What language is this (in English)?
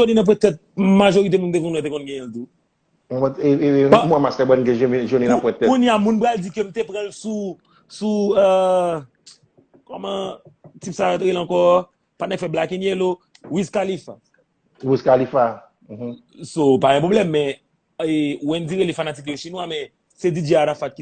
Haitian Creole